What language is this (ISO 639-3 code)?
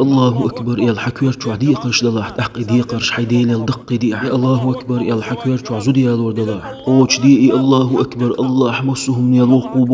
che